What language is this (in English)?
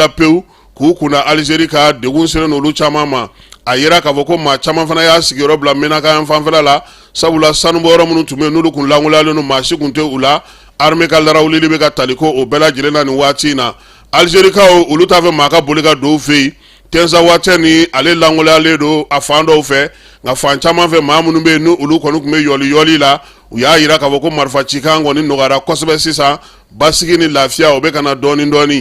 Bambara